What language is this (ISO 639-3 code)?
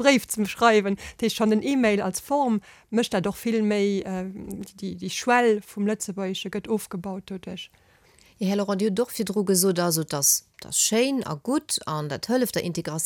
ltz